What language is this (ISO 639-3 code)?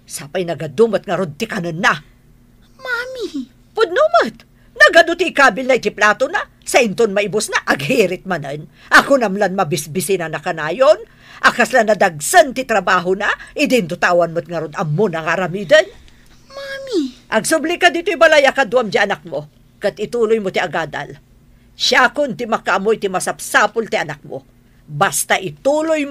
ilo